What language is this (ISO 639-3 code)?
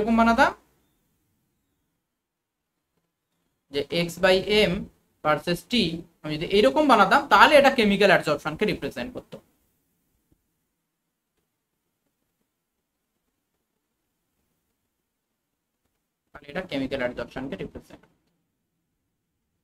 ben